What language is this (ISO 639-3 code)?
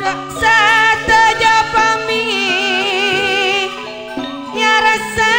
mad